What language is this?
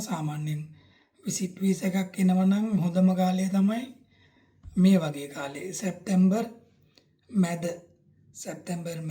Sinhala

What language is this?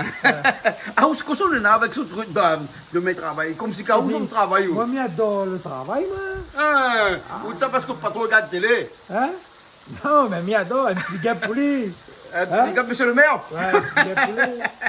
Réunion Creole French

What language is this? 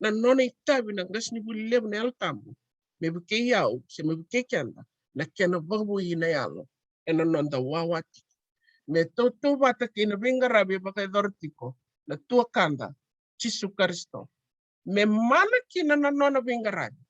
Fijian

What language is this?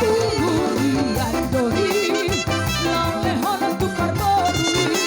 Batak Toba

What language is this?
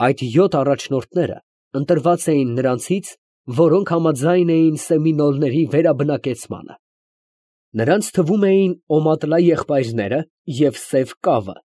Armenian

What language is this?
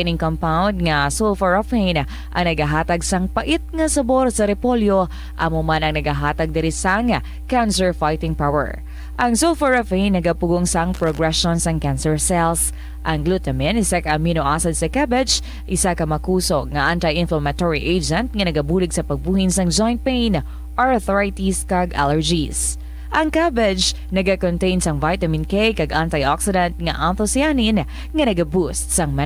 Hiligaynon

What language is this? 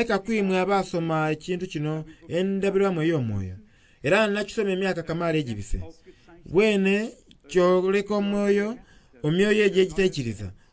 Soga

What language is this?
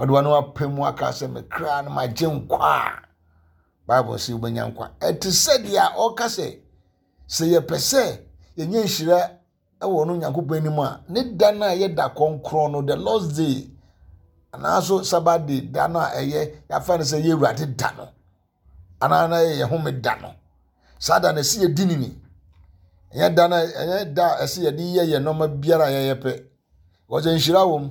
Akan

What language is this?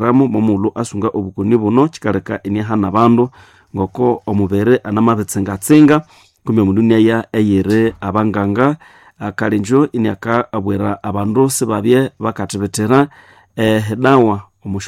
Nande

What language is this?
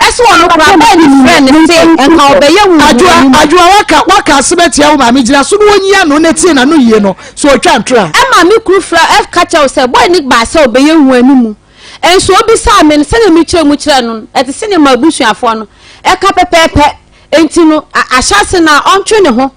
Akan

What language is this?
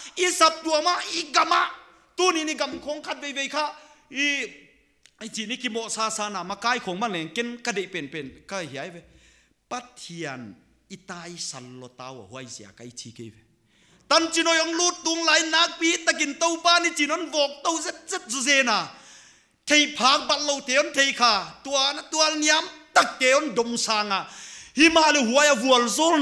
Paite Chin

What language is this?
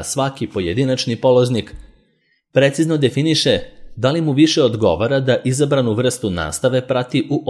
Serbian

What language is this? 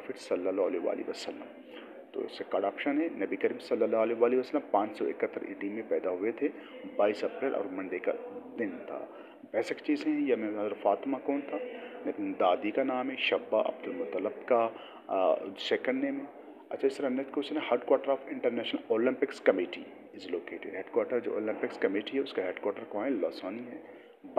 Hindi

